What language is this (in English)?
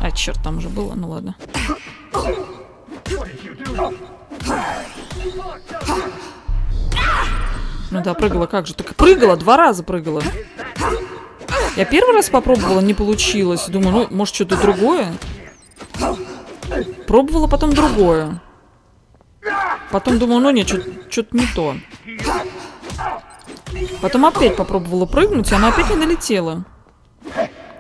Russian